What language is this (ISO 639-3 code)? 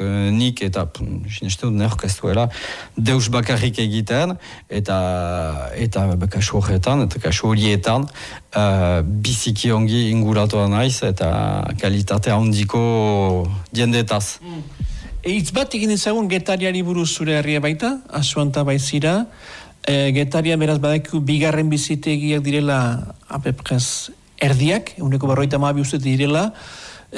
eus